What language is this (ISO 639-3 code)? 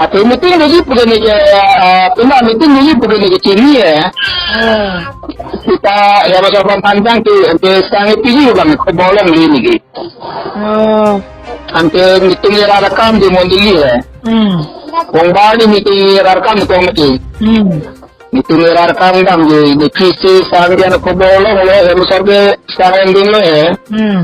mjw